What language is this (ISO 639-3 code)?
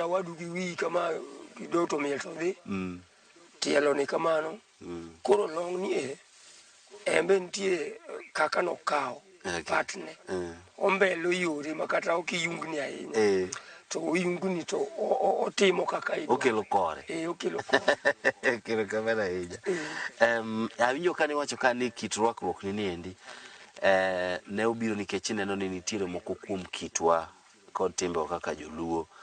luo